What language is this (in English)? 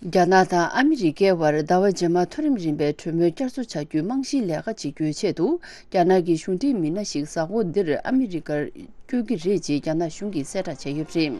Tibetan